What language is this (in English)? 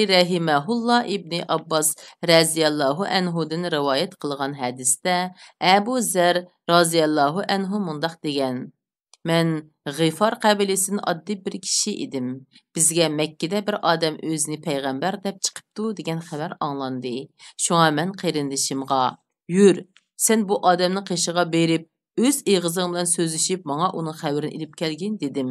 Uyghur